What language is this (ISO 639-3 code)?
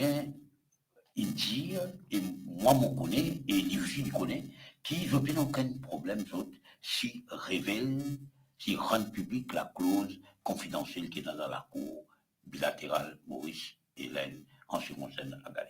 mfe